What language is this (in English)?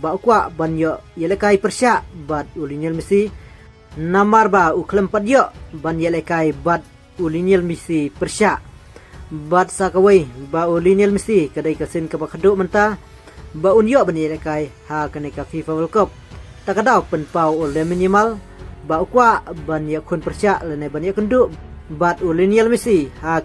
Khasi